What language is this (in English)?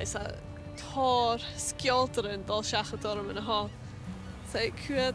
Scottish Gaelic